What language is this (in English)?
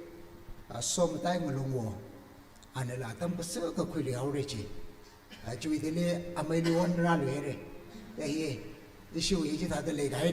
Tangkhul Naga (India)